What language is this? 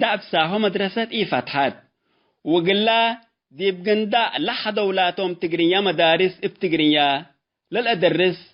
Tigre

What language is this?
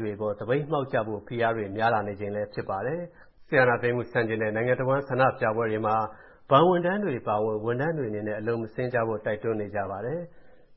Burmese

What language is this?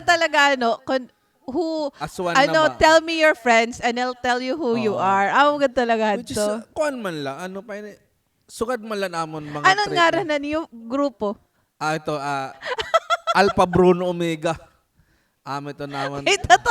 Waray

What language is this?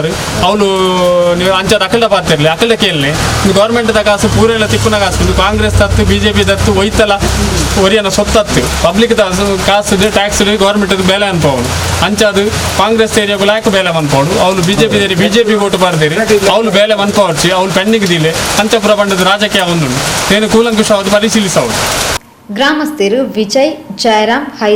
Tulu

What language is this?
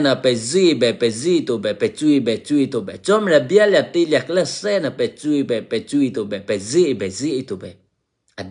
Eastern Kayah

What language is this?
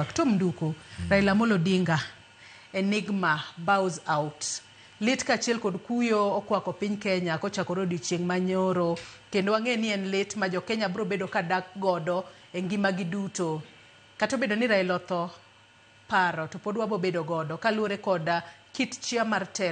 Luo (Kenya and Tanzania)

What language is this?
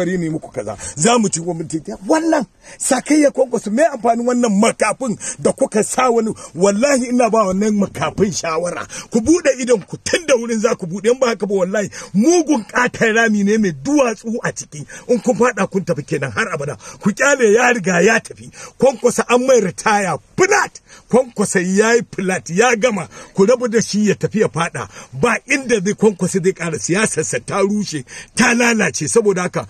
Hausa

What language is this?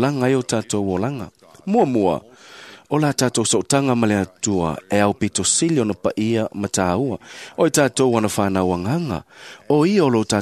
Samoan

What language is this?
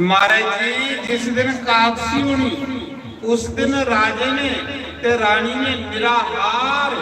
Dogri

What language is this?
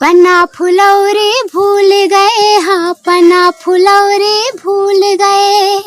Awadhi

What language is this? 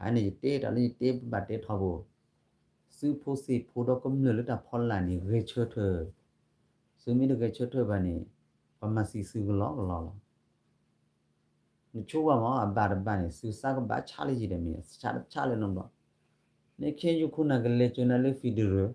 S'gaw Karen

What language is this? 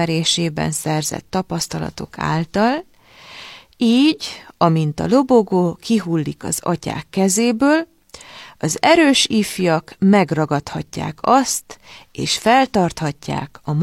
Hungarian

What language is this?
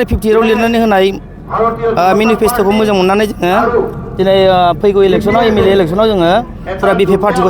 Bodo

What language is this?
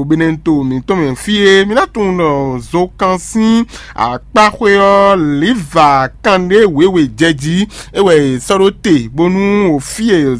Fon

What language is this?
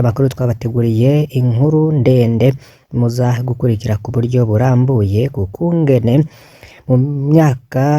Rundi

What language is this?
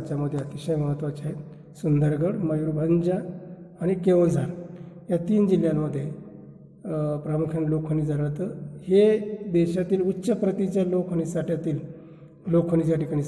Marathi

